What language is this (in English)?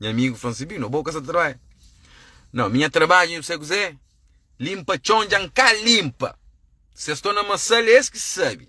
Kabuverdianu